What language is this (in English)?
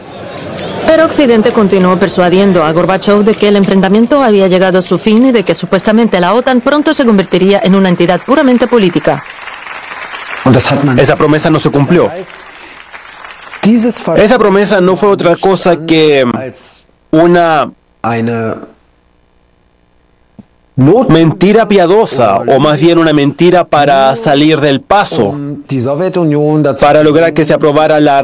Spanish